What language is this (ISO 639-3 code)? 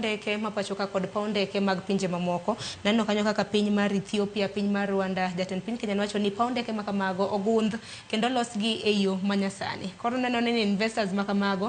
luo